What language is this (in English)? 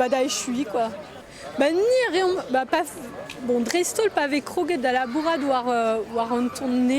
Breton